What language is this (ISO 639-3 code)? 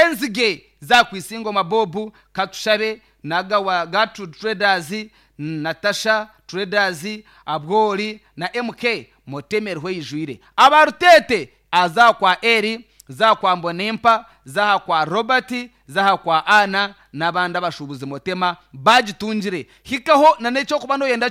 nyn